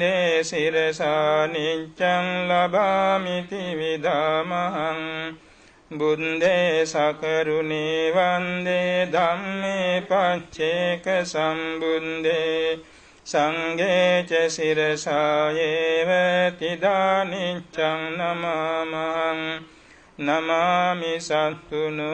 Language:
Pali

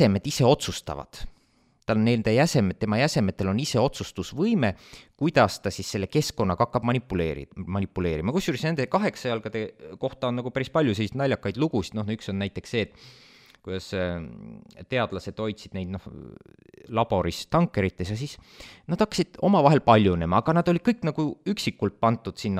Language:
Estonian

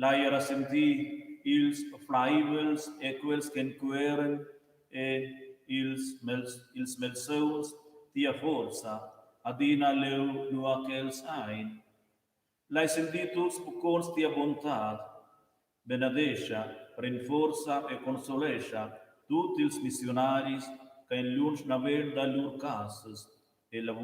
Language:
Romansh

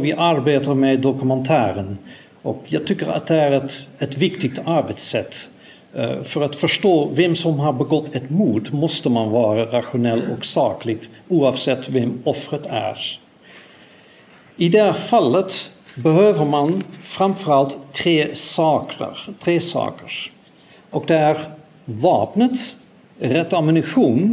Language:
Swedish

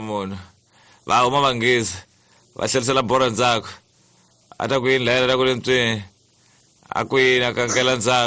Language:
Tsonga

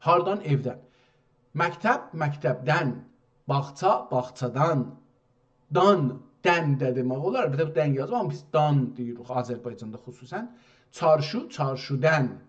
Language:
South Azerbaijani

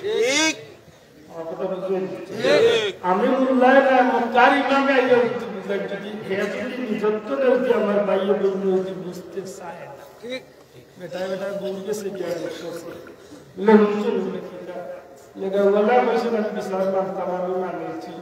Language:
Sylheti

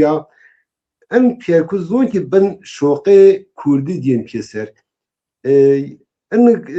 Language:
Zaza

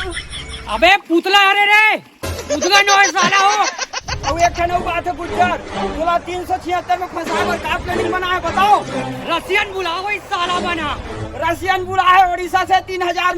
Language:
Chhattisgarhi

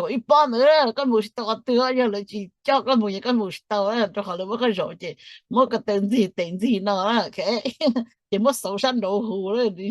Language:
Hmong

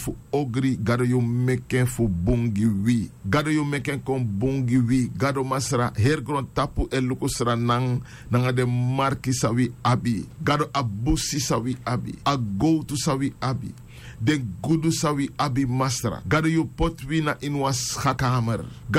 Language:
Sranan Tongo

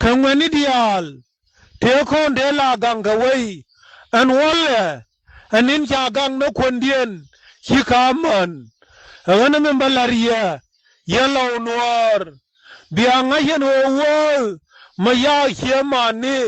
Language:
Nuer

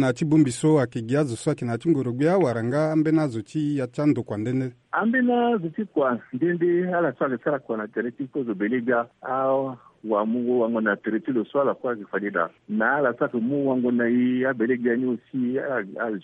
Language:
Sango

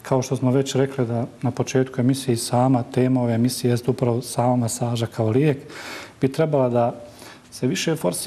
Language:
Bosnian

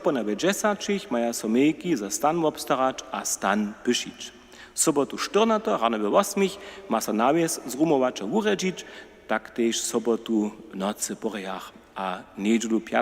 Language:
Upper Sorbian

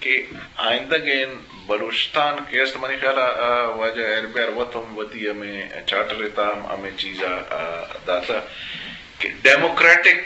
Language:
Eastern Balochi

